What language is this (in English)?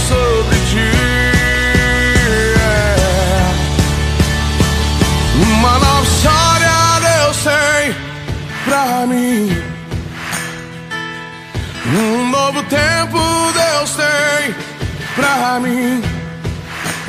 Portuguese